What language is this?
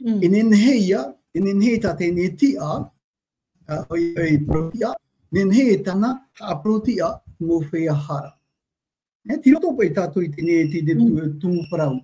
Tahitian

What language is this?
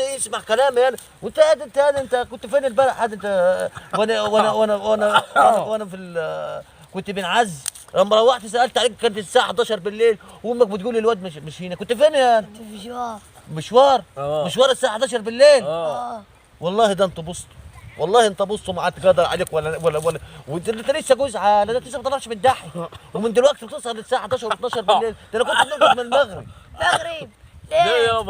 Egyptian Arabic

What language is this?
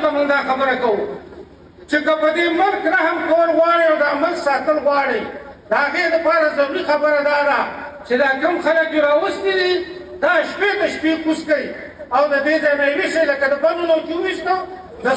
Pashto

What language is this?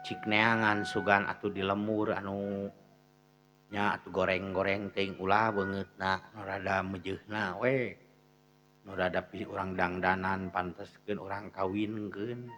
Sundanese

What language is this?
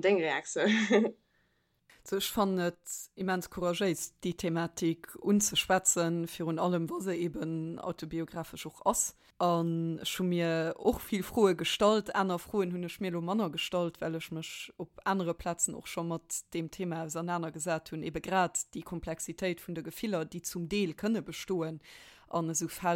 Luxembourgish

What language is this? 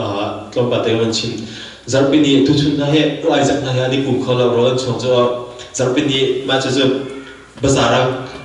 Hakha Chin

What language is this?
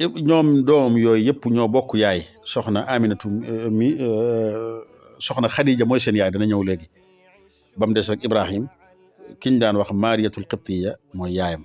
Wolof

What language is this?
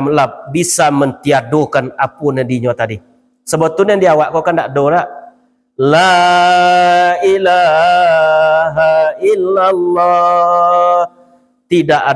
Minangkabau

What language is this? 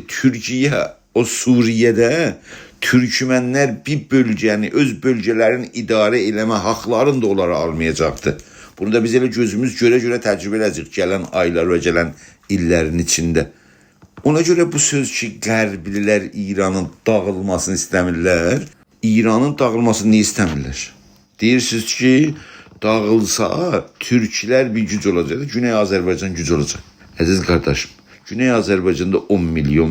South Azerbaijani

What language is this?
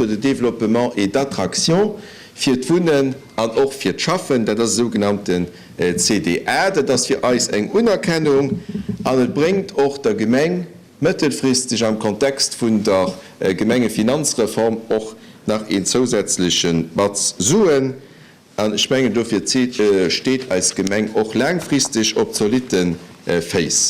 Luxembourgish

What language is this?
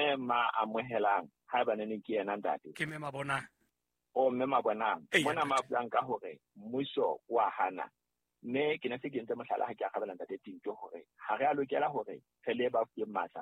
Southern Sotho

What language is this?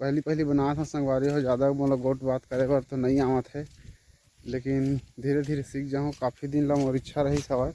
Chhattisgarhi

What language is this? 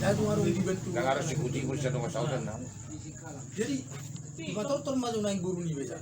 Batak Toba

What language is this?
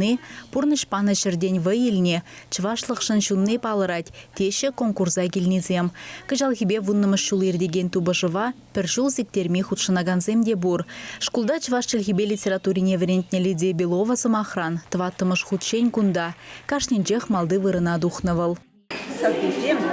Chuvash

